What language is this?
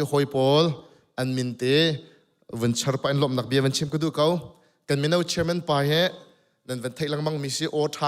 Hakha Chin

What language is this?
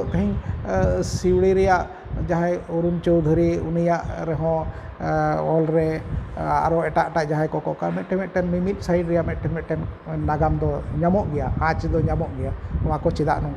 Santali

